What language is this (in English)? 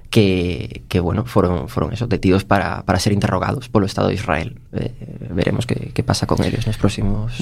Galician